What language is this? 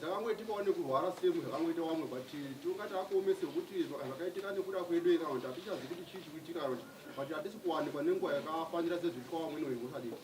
Shona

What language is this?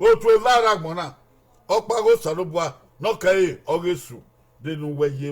Bini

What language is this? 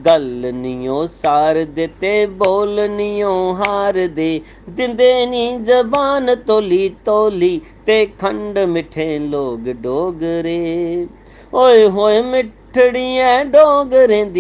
Dogri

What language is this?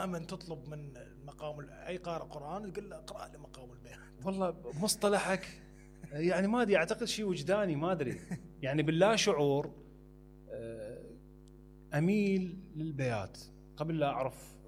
Mesopotamian Arabic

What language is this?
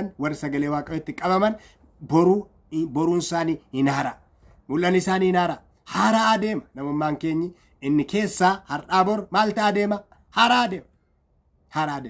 Oromo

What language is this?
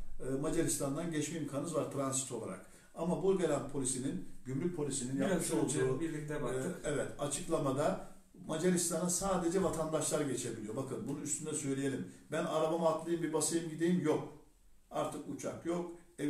Turkish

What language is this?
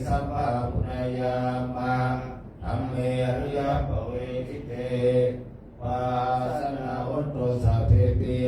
Pali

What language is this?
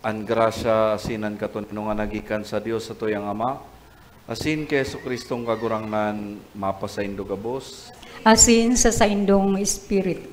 Bikol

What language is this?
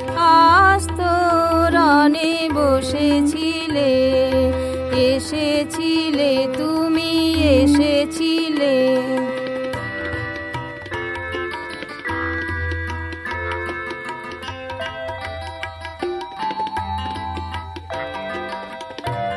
Bangla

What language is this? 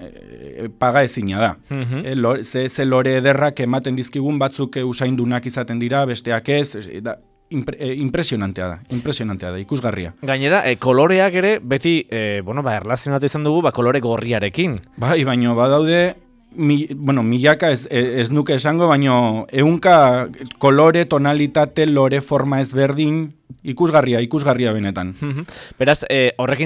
Basque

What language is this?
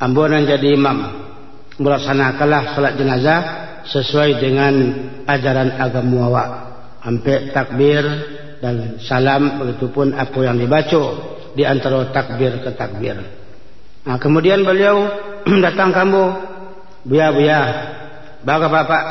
Minangkabau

